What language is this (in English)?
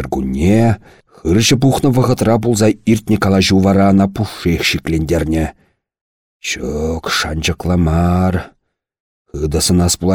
Chuvash